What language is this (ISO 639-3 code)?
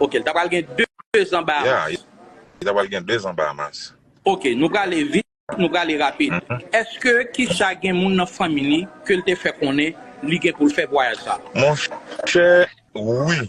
hat